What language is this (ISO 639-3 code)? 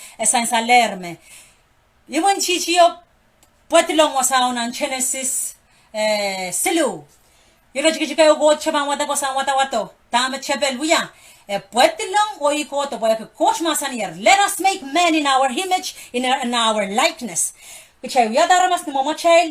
pon